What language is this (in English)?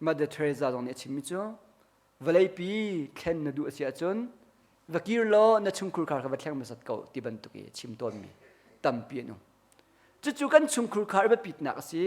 Hakha Chin